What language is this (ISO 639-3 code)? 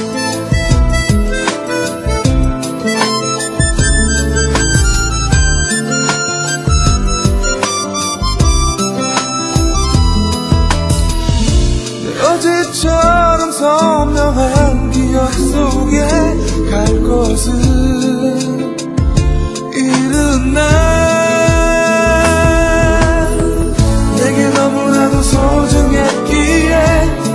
kor